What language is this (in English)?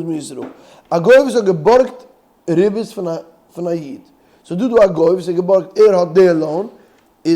Yiddish